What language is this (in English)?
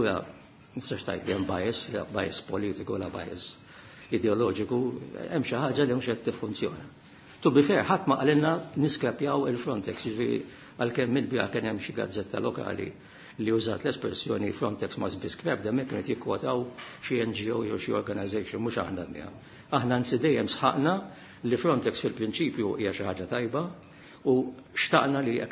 Maltese